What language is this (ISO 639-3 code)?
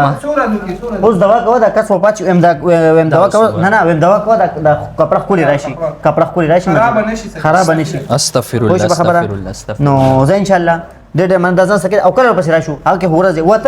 pus